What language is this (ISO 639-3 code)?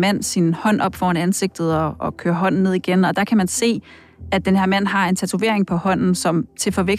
dan